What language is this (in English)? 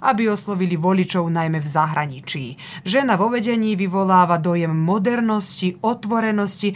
Slovak